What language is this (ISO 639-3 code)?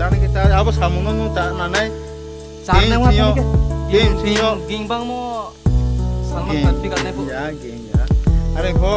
ria